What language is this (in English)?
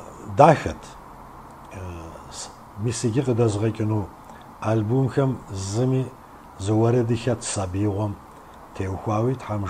Kabardian